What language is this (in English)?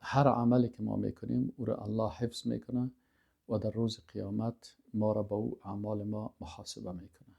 Persian